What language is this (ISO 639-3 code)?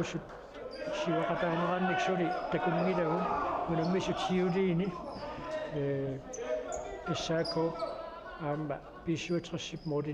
kal